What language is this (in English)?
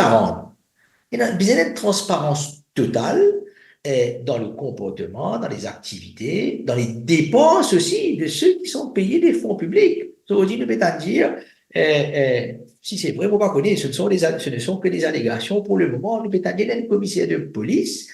Morisyen